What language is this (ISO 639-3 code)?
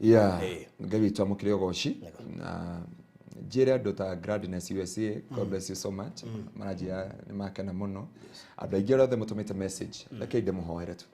kik